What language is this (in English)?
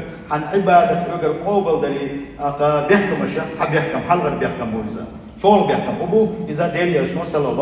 Chechen